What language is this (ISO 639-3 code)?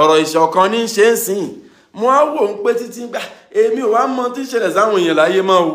yor